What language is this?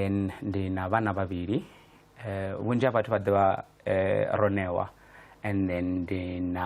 Venda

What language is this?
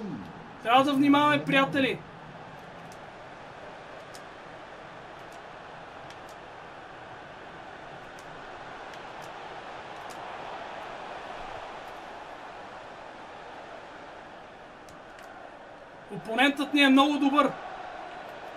Bulgarian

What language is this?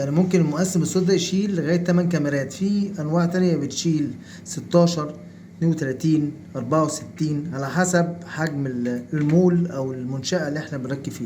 Egyptian Arabic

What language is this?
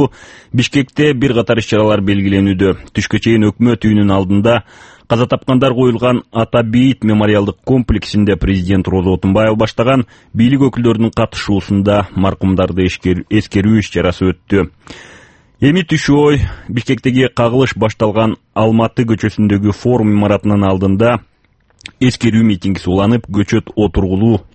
Kyrgyz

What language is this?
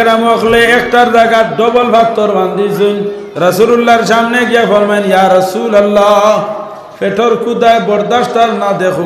Sylheti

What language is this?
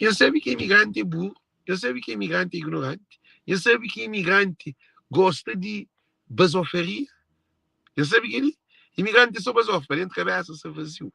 Kabuverdianu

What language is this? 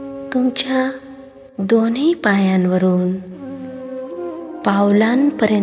Marathi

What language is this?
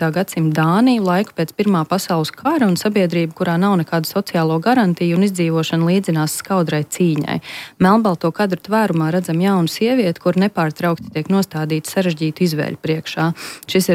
Latvian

